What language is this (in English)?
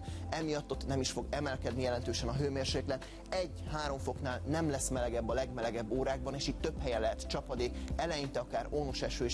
Hungarian